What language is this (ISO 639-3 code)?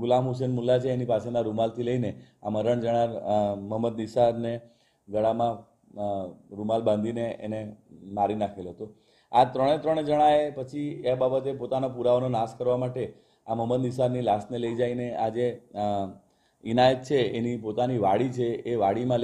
guj